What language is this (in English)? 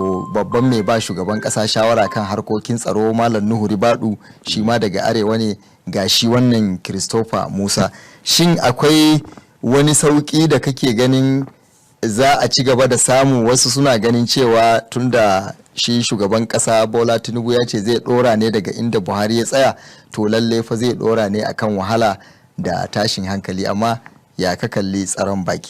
Hausa